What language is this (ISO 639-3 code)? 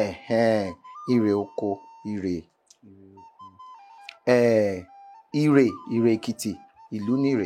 yor